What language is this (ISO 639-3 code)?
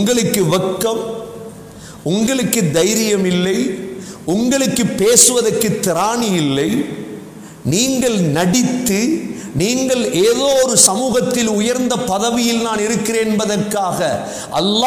tam